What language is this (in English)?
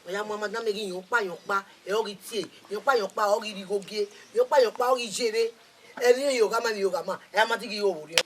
Bini